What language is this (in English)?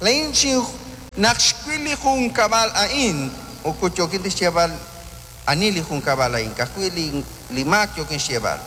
Kekchí